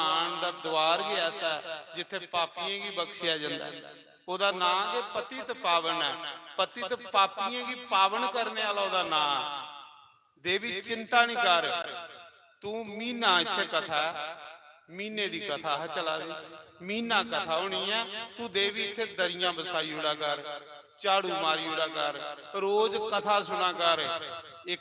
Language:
Dogri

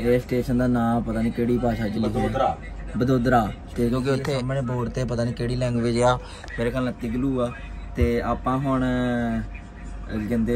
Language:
Punjabi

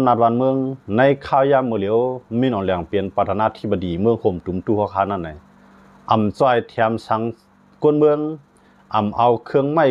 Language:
Shan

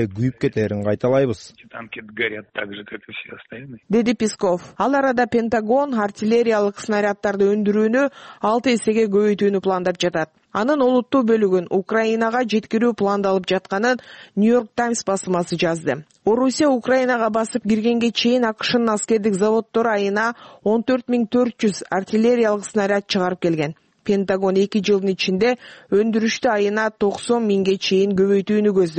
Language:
Kyrgyz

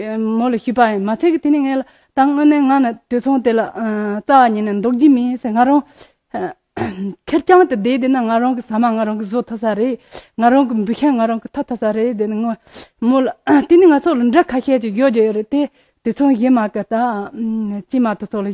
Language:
Tibetan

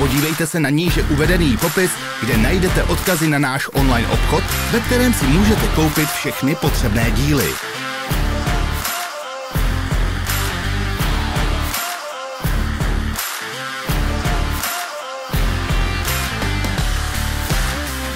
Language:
Czech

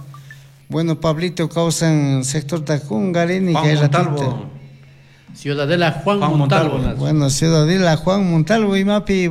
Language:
Chimborazo Highland Quichua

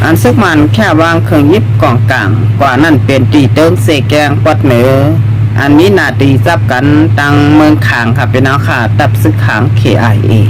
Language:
Shan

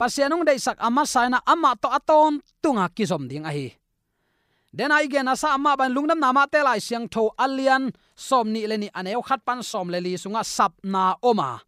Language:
Tedim Chin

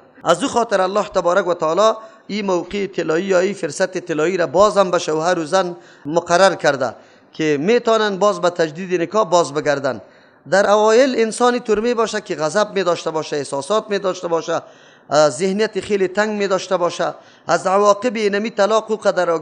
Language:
Persian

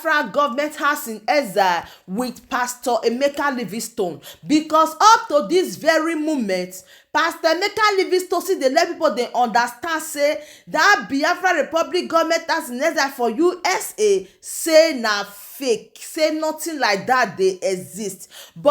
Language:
Nigerian Pidgin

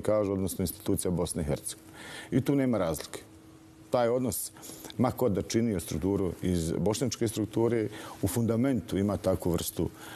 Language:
Bosnian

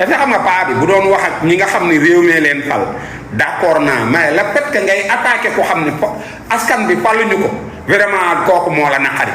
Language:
Wolof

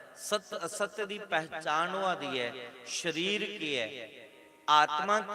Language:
Dogri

